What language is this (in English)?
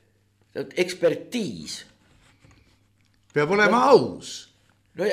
Estonian